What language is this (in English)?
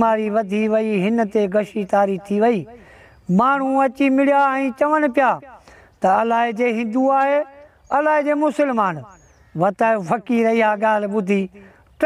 Sindhi